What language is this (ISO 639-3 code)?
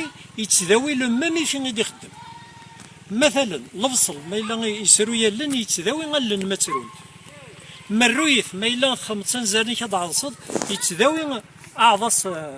kab